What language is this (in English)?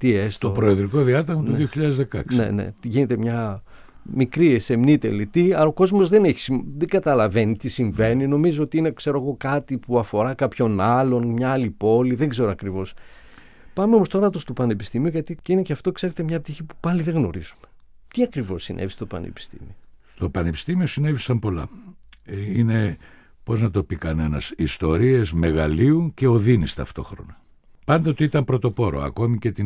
Greek